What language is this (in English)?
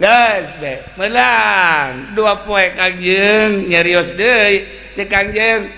Sundanese